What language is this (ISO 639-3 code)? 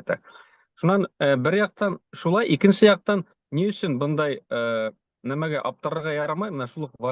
bak